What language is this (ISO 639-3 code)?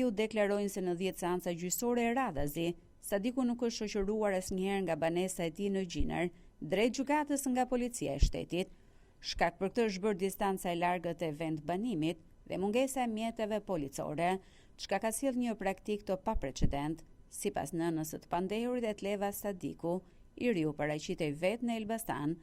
sqi